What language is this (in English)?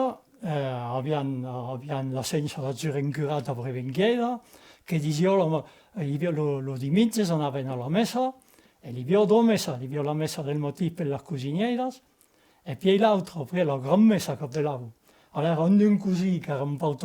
Occitan